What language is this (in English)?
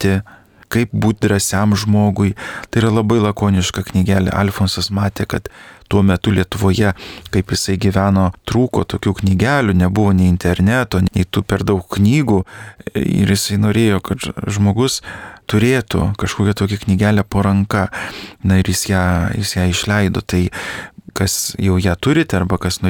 Lithuanian